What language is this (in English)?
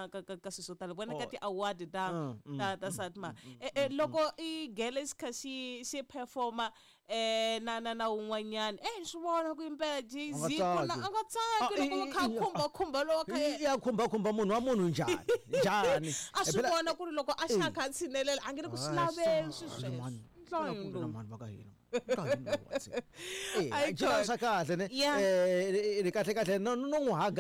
Tsonga